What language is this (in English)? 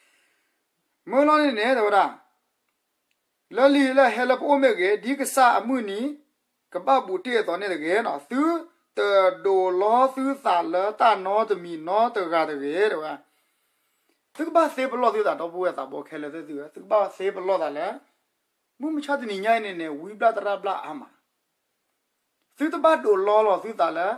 S'gaw Karen